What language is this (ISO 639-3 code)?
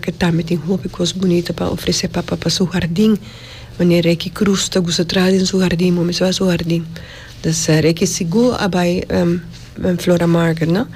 pap